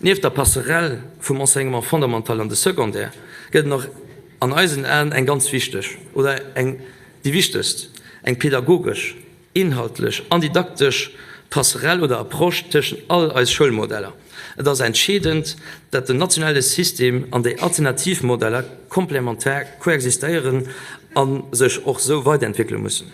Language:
Luxembourgish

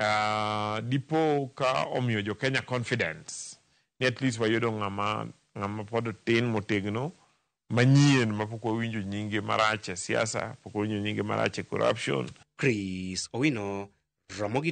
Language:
Luo (Kenya and Tanzania)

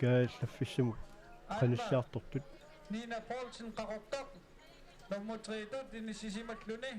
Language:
Kalaallisut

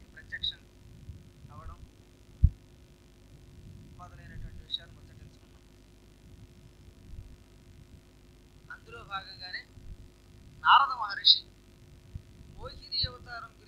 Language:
Telugu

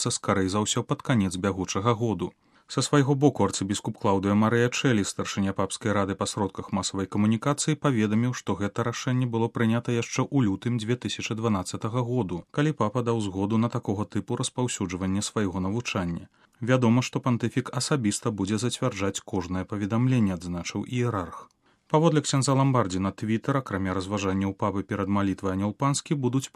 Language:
Belarusian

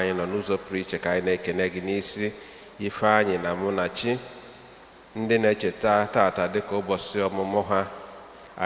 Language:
Igbo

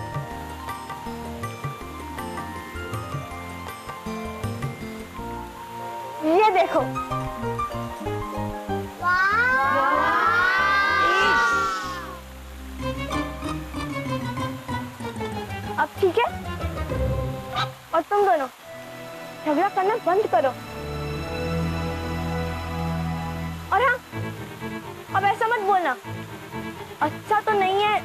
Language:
Hindi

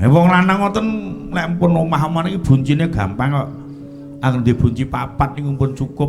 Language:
Javanese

